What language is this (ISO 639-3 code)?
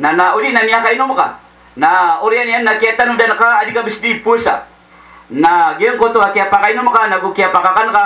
mrw